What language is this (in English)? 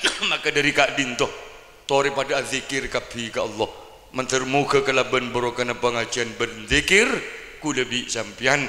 Madurese